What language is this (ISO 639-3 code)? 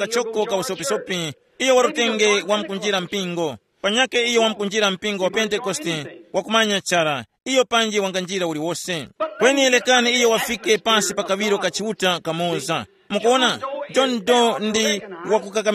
tum